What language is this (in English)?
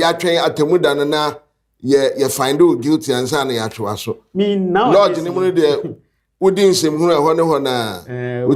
Akan